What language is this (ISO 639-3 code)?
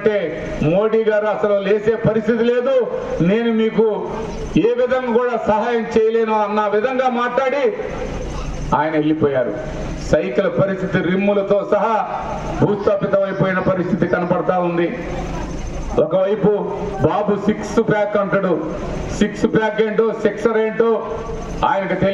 tel